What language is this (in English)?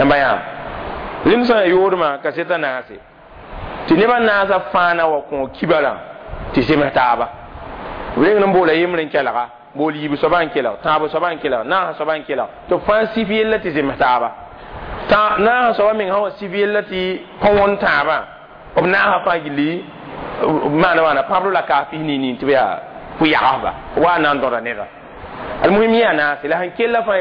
Mossi